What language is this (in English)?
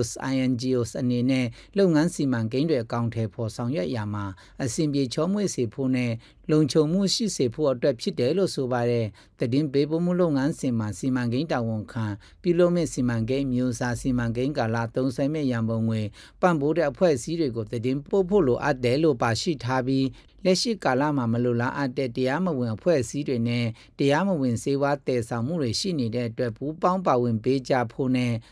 Burmese